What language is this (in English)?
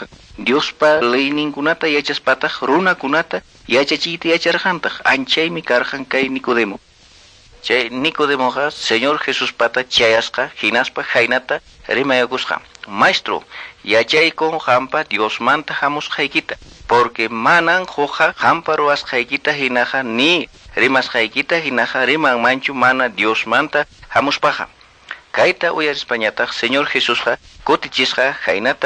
Quechua